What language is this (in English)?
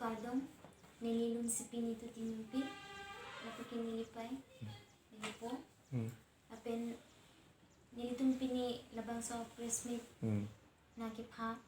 Karbi